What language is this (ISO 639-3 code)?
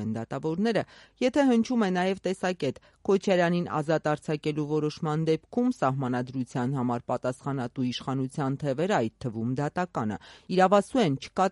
hye